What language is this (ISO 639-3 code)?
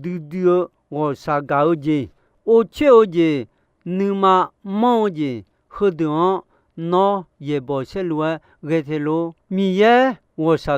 ahk